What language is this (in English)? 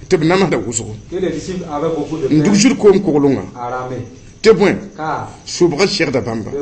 Mossi